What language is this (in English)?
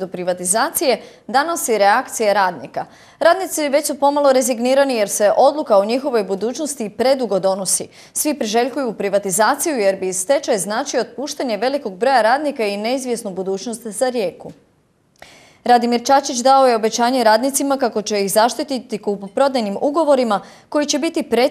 Croatian